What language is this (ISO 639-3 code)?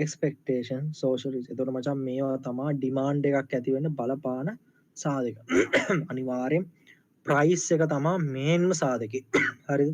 sin